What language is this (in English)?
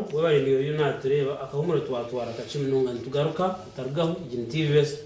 Nyankole